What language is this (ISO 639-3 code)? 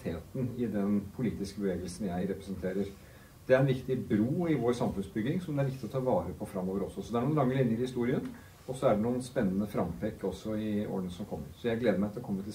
nor